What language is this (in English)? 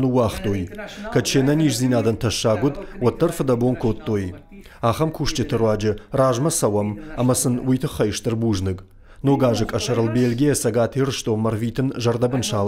Ossetic